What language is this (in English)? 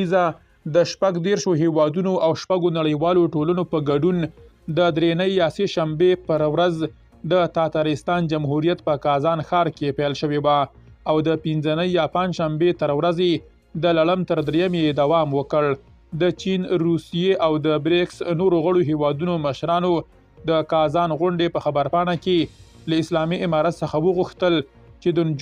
Pashto